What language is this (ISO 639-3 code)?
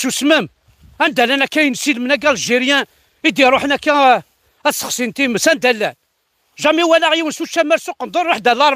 kab